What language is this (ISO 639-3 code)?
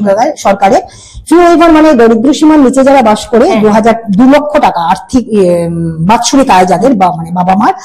ben